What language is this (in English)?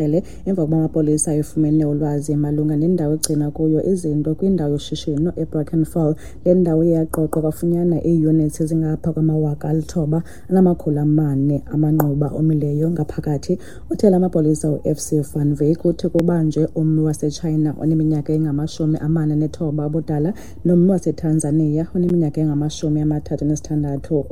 Xhosa